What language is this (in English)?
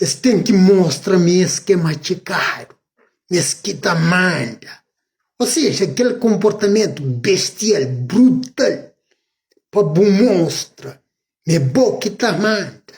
Kabuverdianu